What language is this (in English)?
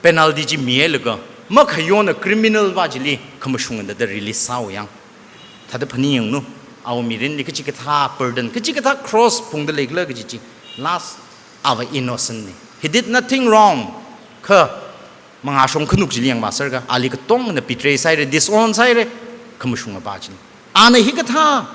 Tangkhul Naga (India)